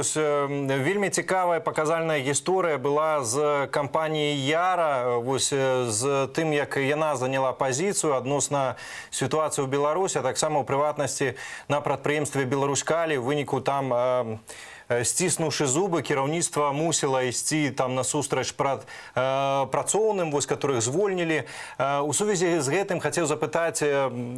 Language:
Belarusian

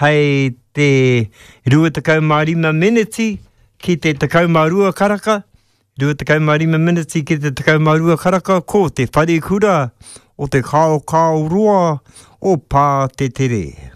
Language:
Māori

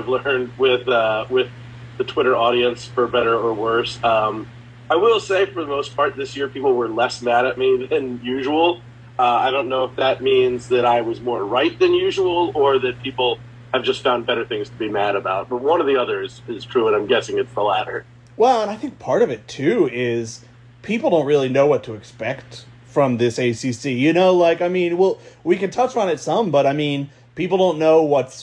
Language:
English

